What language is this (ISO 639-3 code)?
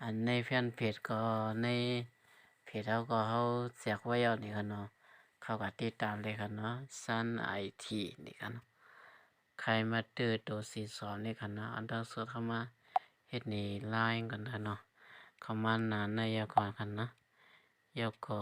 shn